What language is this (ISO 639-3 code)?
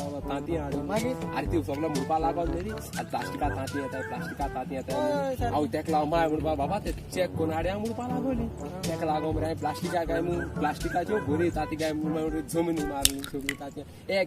kok